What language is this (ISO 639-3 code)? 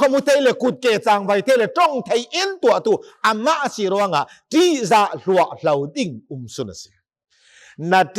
cnh